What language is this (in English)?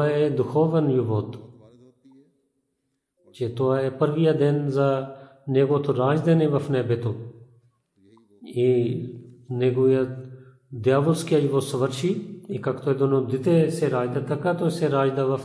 Bulgarian